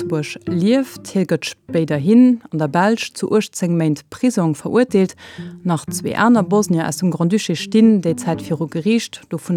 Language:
Luxembourgish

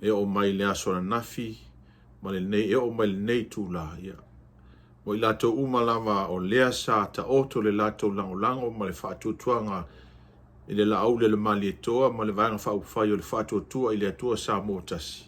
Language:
Samoan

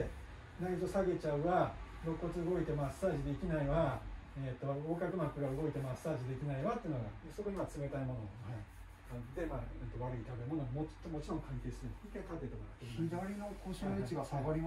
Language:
Japanese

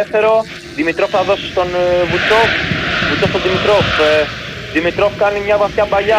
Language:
Greek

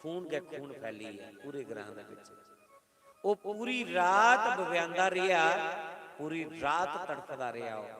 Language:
Dogri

